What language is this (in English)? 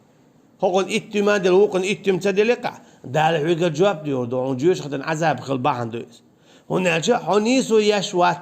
Chechen